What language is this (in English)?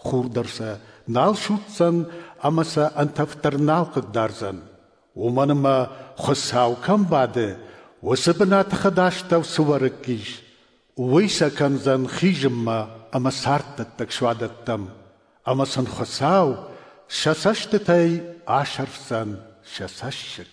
Ossetic